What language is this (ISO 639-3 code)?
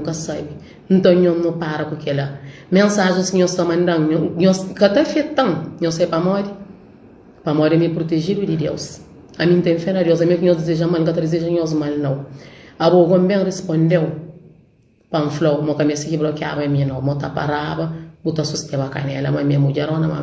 kea